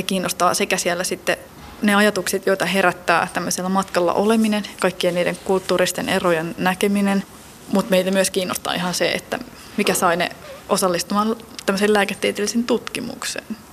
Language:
Finnish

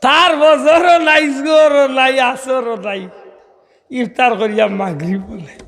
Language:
Sylheti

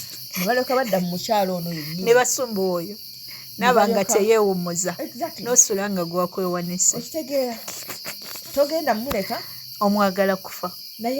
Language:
Ganda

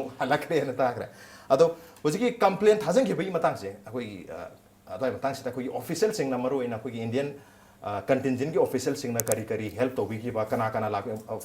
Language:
Manipuri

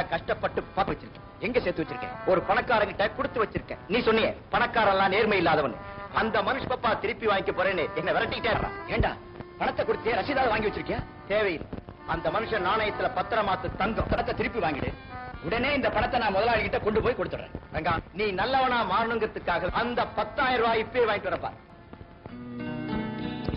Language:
Tamil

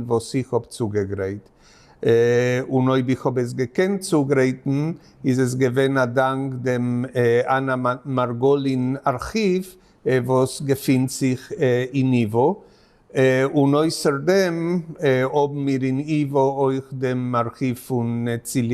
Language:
Yiddish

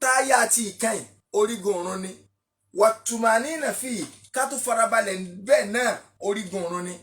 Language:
Yoruba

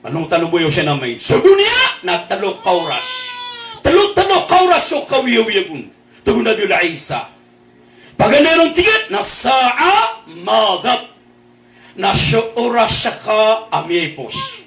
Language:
Maranao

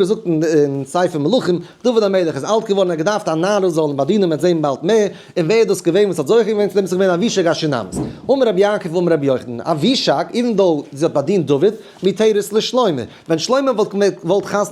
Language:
Yiddish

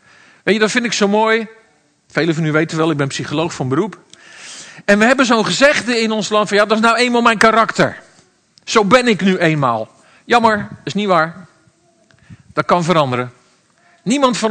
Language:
Dutch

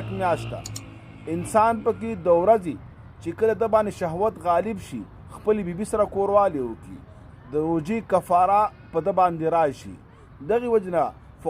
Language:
Pashto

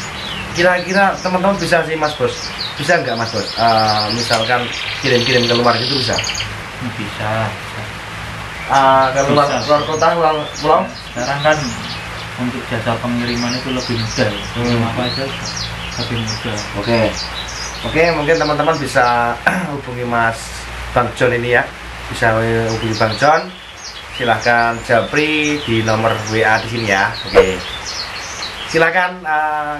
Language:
Indonesian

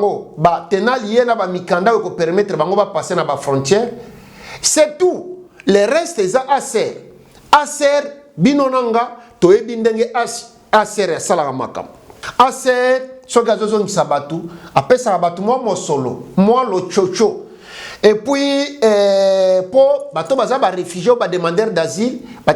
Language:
Lingala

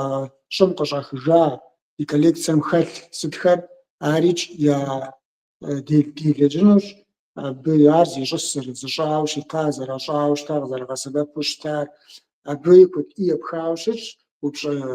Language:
Kabardian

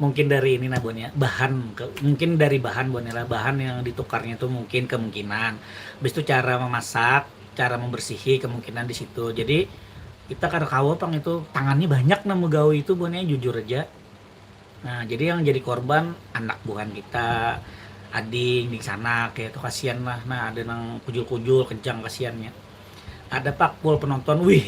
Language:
Banjar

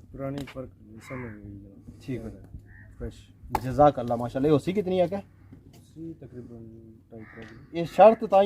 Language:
Pahari-Potwari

